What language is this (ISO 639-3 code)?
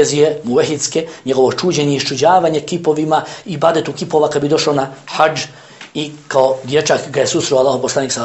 bos